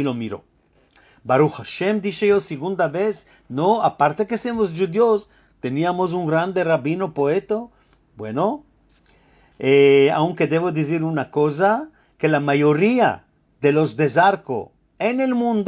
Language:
Ladino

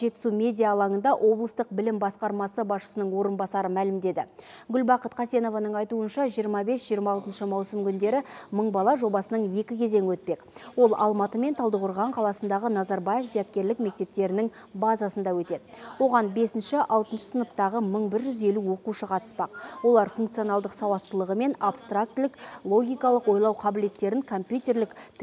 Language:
Kazakh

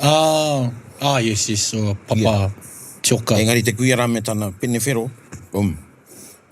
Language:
Māori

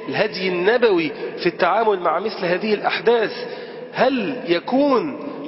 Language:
Arabic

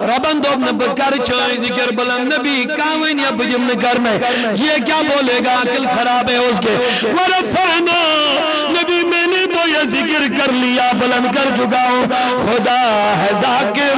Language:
Kashmiri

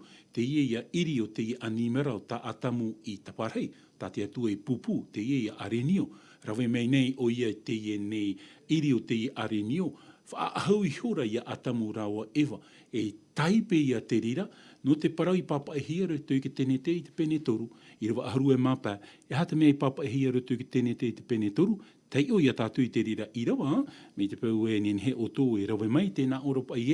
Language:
Tahitian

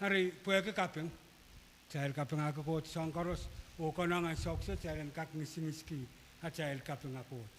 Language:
Pohnpeian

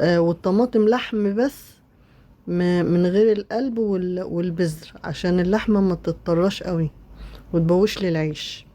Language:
Egyptian Arabic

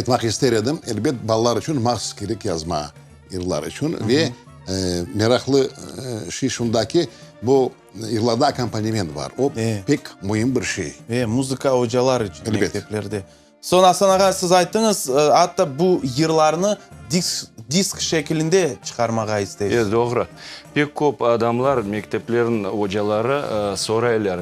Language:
Crimean Tatar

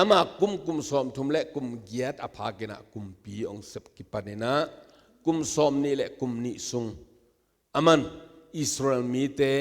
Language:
Tedim Chin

